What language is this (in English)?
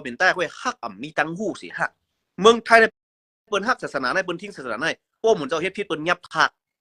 Shan